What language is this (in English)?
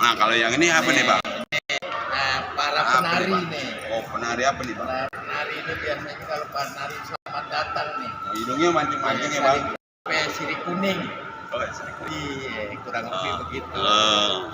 Betawi